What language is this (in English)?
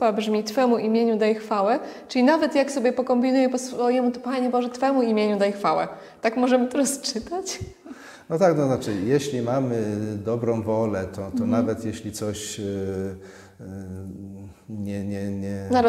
Polish